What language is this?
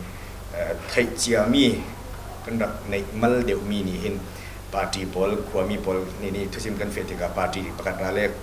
Falam Chin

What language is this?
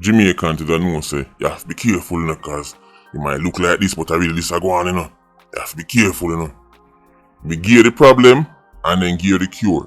Jamaican Creole English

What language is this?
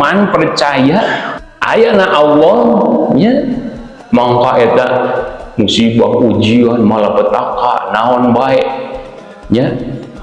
Sundanese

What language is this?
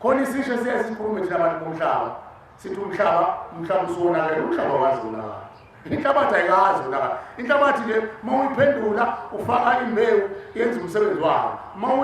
Zulu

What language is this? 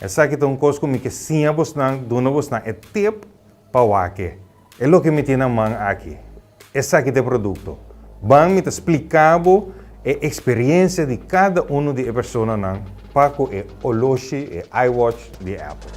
Papiamento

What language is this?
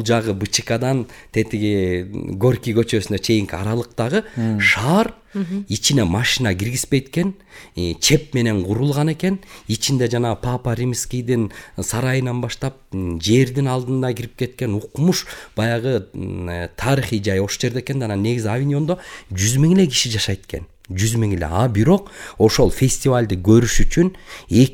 Kyrgyz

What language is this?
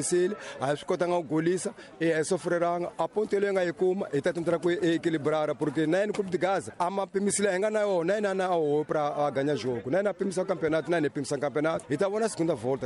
Tsonga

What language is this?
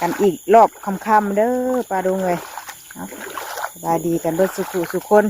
Northeastern Thai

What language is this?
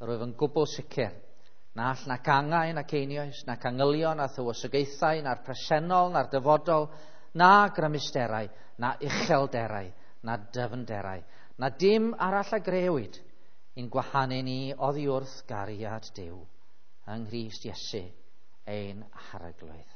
Welsh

